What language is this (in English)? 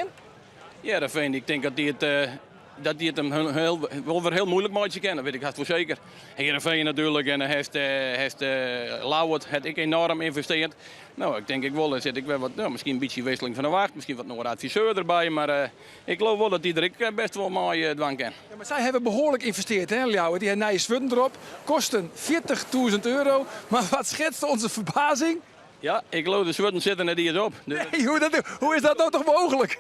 Western Frisian